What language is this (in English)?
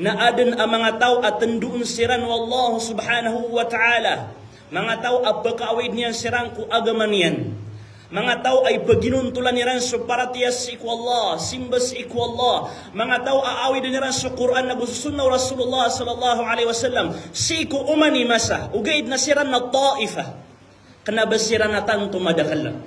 Maranao